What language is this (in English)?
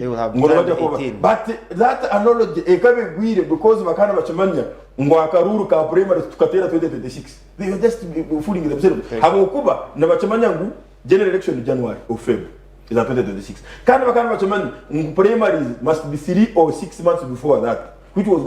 Nyankole